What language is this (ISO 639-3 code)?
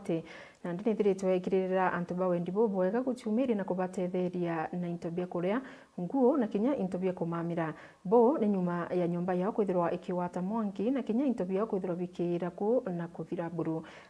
mer